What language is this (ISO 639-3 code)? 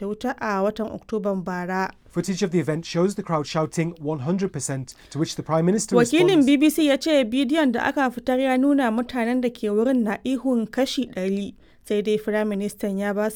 hau